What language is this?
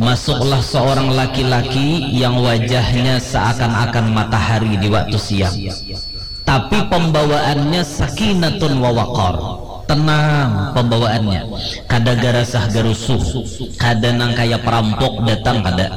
Banjar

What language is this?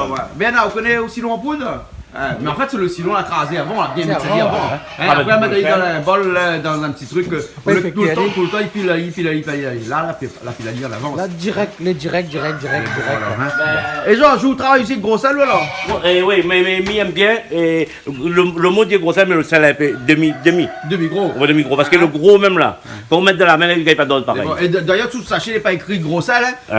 Réunion Creole French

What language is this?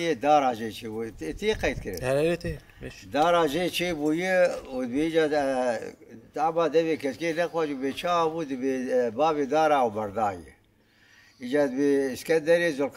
Kurdish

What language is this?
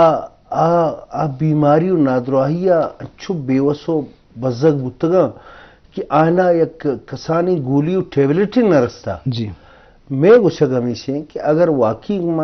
Eastern Balochi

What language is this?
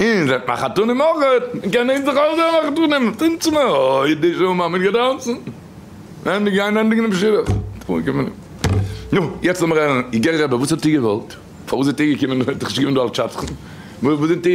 Yiddish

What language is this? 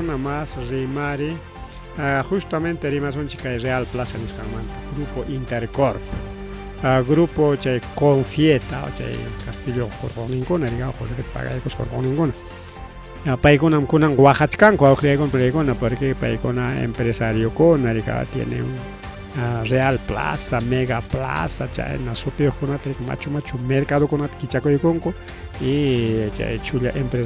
Ayacucho Quechua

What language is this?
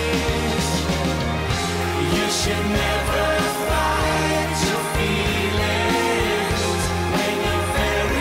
English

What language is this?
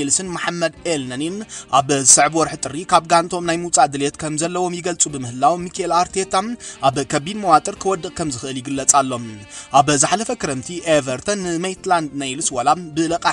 Tigrinya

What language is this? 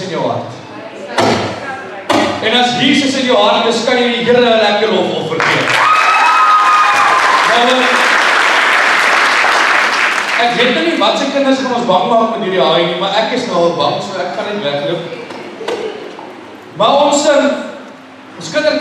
Afrikaans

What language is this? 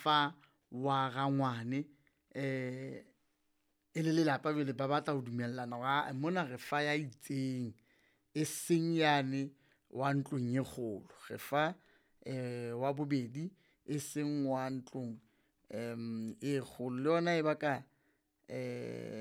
Southern Sotho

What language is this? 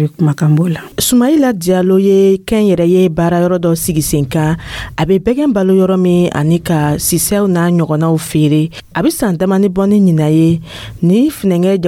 Dyula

